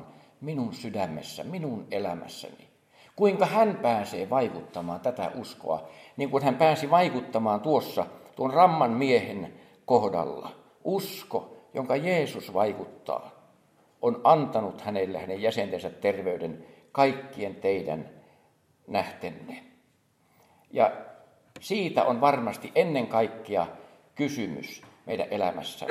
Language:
Finnish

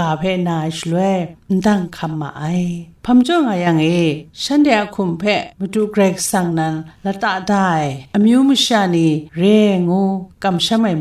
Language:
Kachin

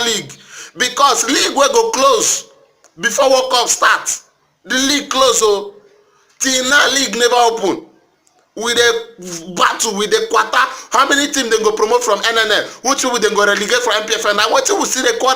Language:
Nigerian Pidgin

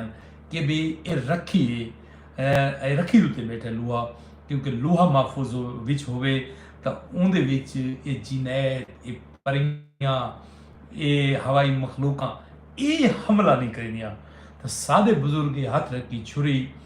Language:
Saraiki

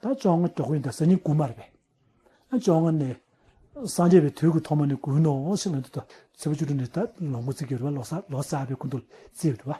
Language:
Tibetan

